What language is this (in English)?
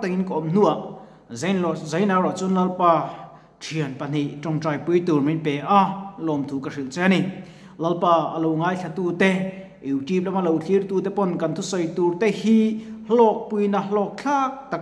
Mizo